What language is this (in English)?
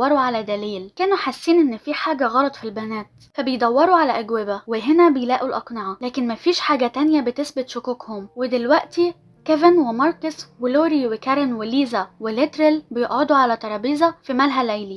Egyptian Arabic